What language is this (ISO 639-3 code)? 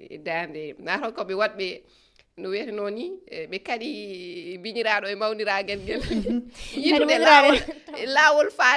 ful